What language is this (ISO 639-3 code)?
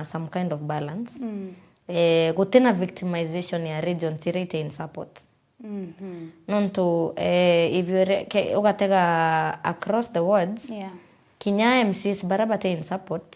mer